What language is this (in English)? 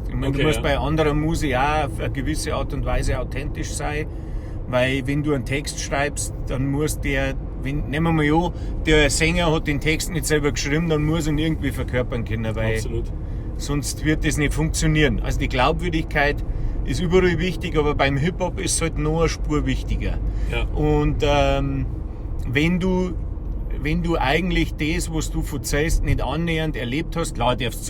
Bavarian